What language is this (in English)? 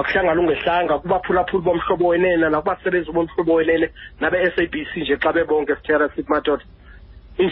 Xhosa